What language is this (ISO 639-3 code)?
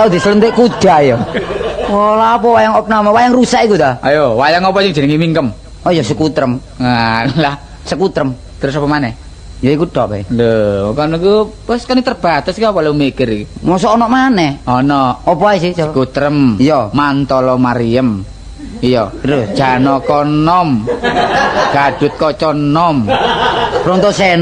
jav